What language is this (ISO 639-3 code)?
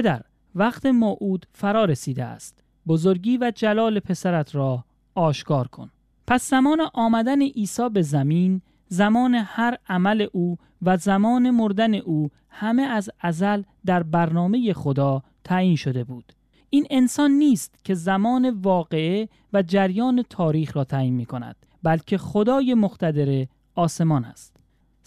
fas